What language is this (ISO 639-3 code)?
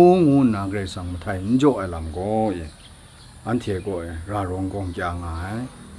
kac